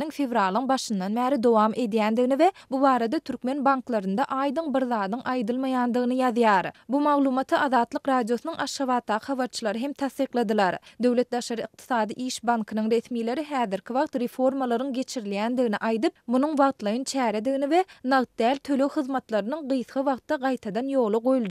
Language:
Turkmen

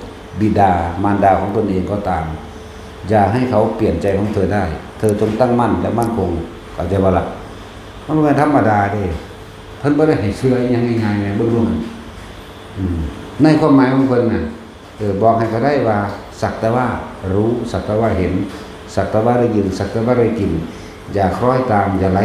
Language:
Northeastern Thai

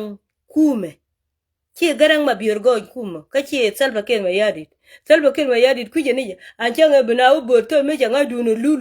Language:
Nuer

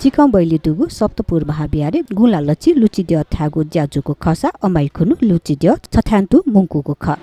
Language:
Newari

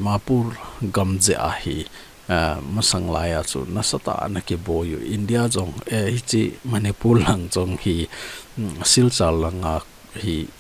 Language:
Thado Chin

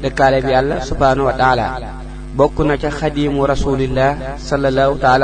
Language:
Wolof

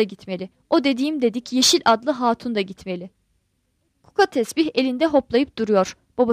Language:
Turkish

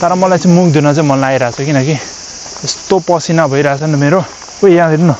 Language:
Nepali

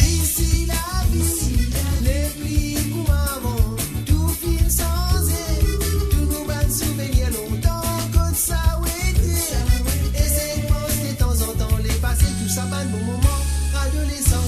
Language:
Morisyen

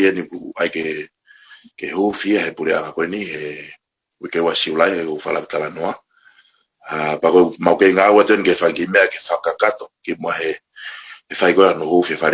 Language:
Tongan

